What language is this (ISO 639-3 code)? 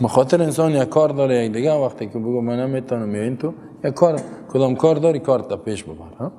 fas